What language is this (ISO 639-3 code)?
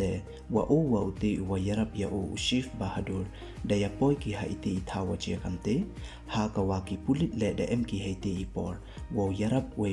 pbv